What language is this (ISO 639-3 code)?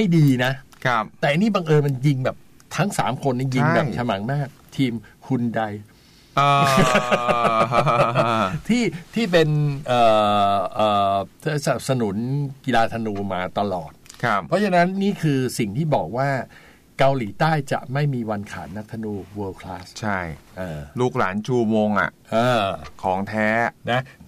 tha